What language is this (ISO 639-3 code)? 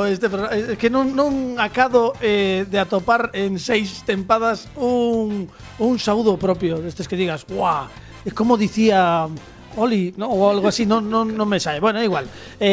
glg